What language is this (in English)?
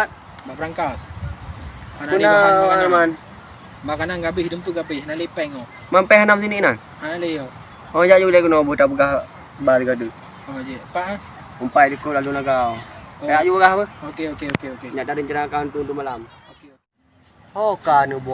Achinese